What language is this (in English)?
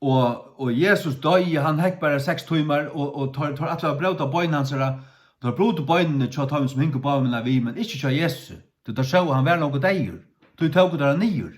Faroese